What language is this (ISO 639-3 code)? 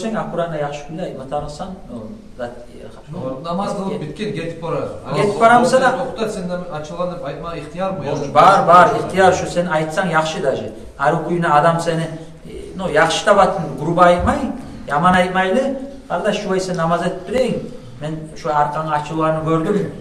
kum